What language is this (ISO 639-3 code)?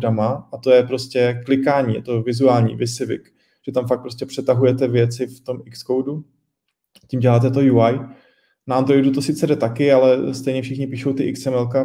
ces